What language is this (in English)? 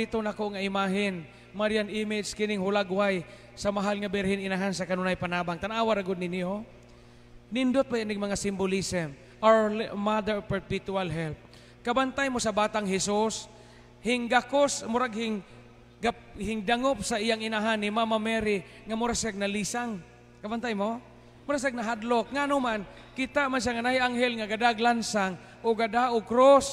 Cebuano